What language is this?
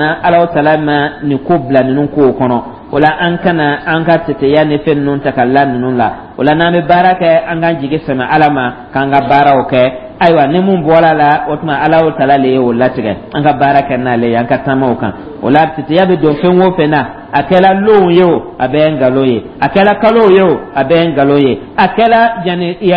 Dyula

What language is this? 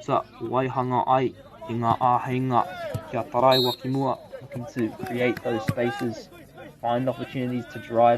Māori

